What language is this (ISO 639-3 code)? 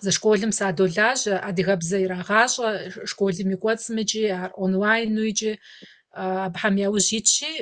kbd